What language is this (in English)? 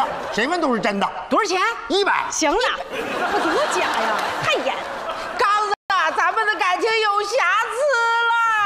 Chinese